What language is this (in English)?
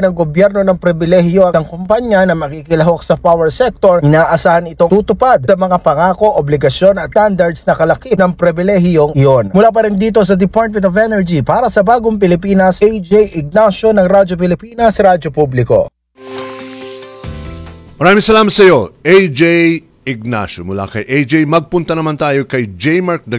Filipino